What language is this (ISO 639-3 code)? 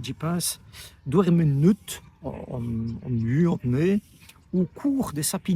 wln